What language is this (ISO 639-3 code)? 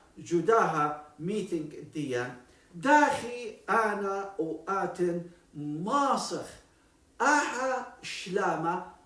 aii